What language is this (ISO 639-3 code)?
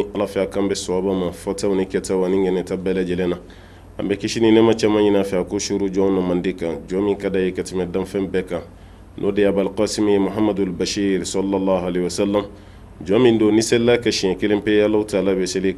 bam